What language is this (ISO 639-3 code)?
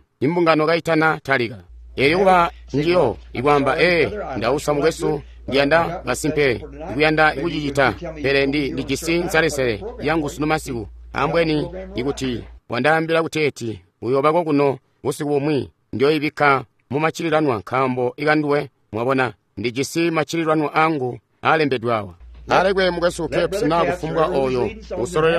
toi